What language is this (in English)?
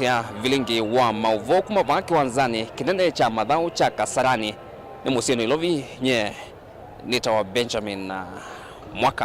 Kamba